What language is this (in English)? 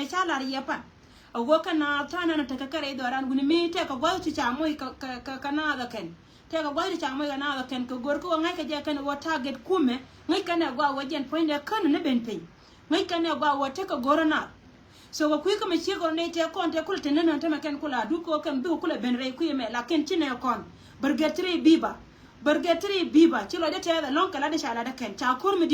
Nuer